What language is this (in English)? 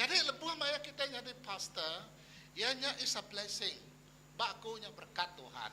Iban